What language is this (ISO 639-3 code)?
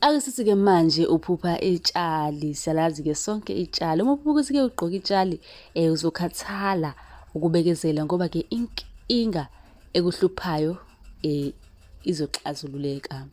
zul